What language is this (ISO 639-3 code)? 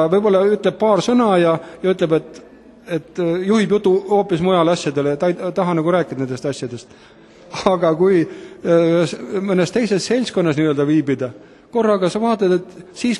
est